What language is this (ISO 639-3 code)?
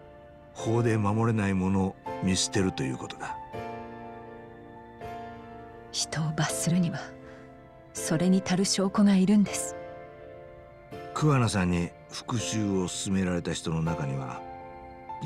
jpn